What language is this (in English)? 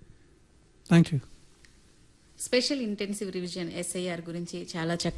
Telugu